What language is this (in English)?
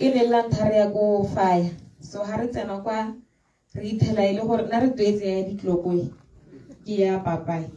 Tswana